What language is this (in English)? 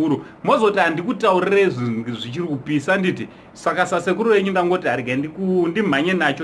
Shona